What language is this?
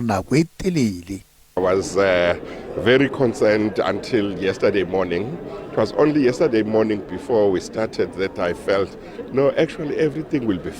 Northern Sotho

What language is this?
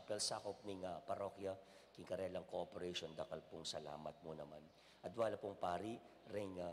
Pampanga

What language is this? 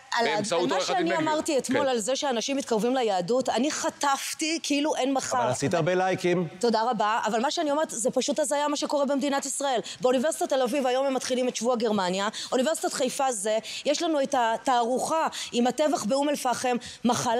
Hebrew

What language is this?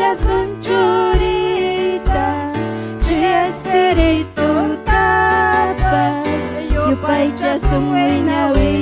Ayacucho Quechua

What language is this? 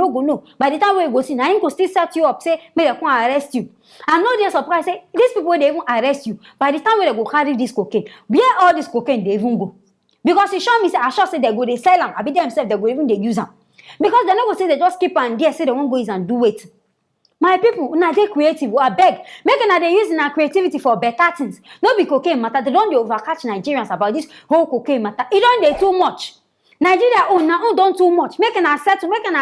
Nigerian Pidgin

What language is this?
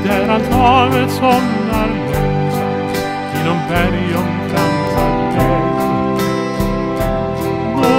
Swedish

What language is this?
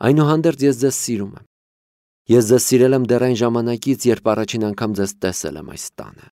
Armenian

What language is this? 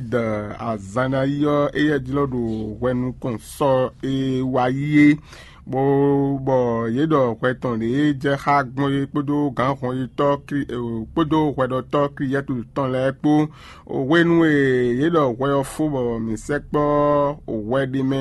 Fon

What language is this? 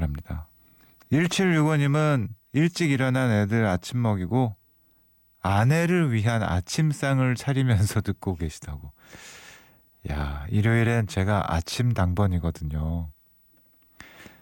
Korean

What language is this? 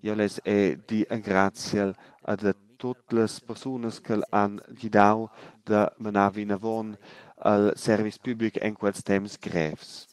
Romansh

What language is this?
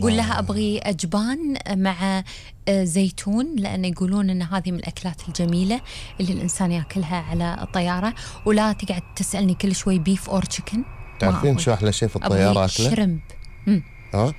Gulf Arabic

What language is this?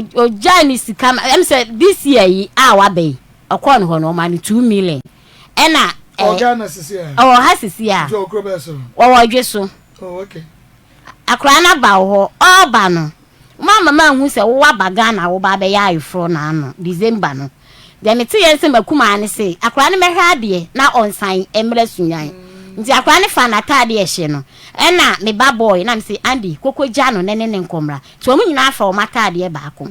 Akan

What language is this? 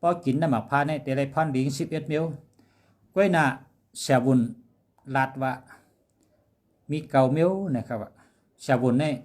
Shan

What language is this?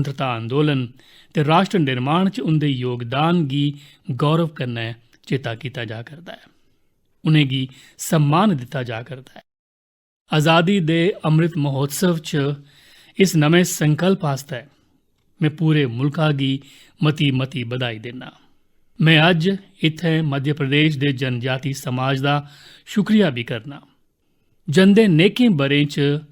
Dogri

